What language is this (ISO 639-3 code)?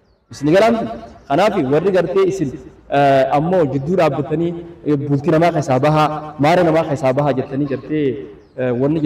orm